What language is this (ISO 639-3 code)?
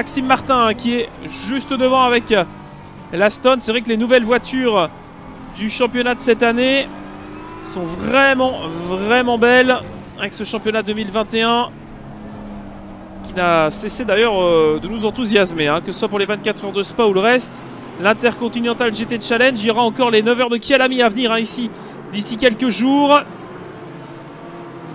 fra